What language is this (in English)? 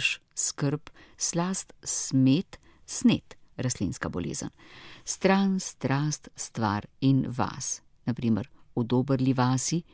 Slovenian